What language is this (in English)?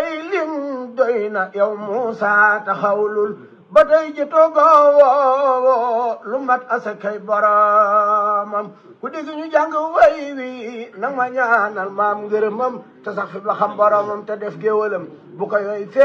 Wolof